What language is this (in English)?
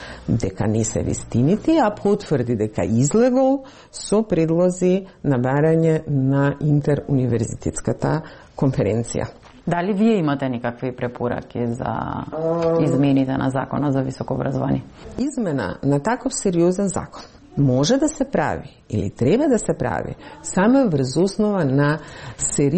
Macedonian